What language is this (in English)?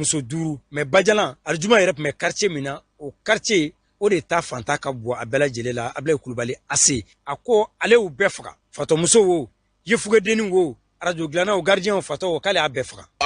Bambara